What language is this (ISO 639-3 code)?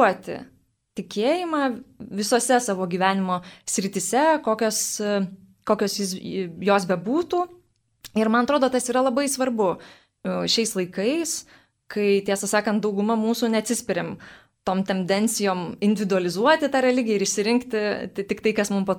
lit